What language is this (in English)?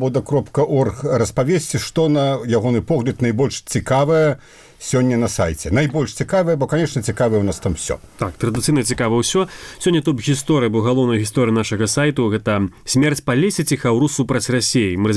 Belarusian